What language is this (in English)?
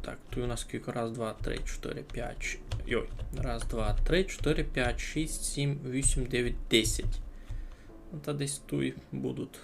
Rusyn